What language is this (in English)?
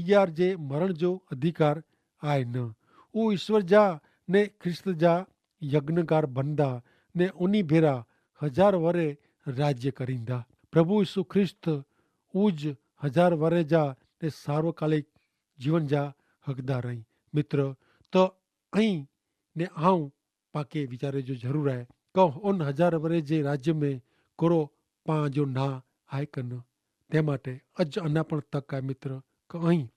Kachhi